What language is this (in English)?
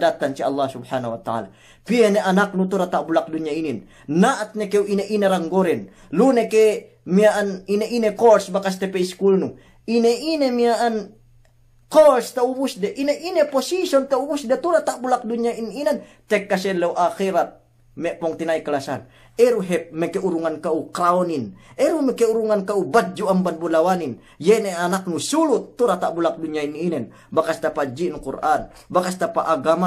Yakan